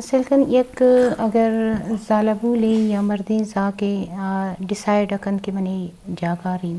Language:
Eastern Balochi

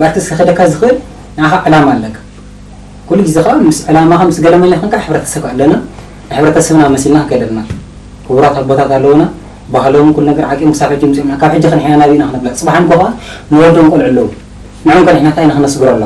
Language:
Tigrinya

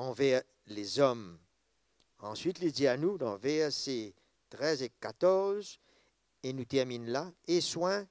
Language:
Morisyen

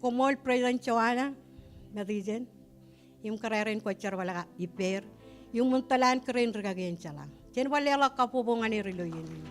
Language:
Marshallese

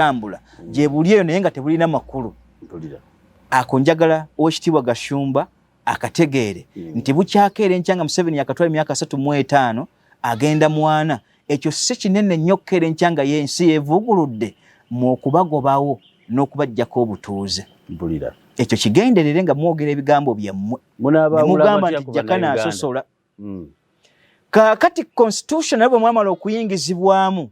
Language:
Ganda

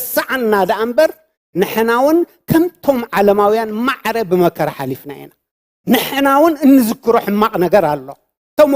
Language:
Tigrinya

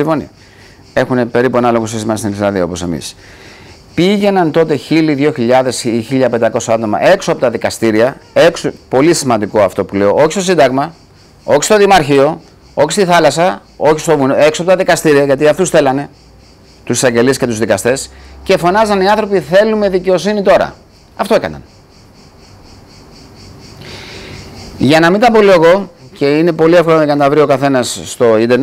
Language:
Greek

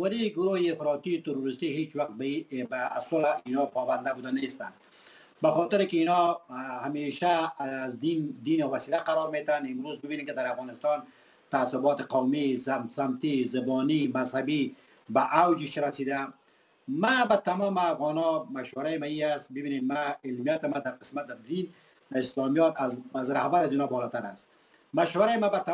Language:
Persian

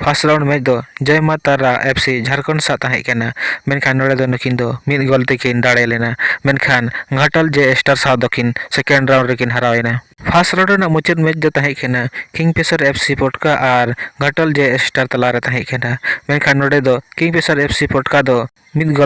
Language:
Santali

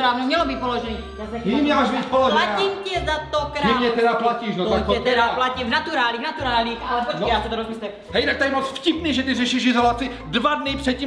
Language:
Czech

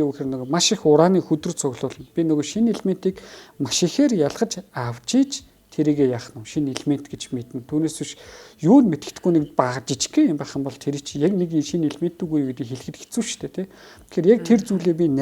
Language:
Mongolian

